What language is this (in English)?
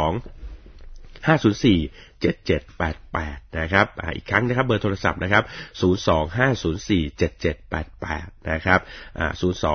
Thai